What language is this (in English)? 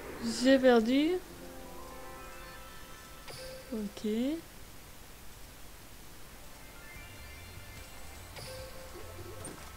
French